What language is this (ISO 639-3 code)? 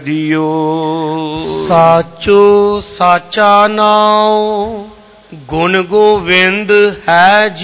pan